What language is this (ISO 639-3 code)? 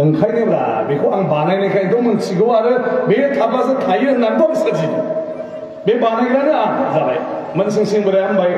brx